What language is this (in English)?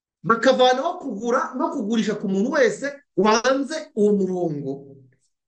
Kinyarwanda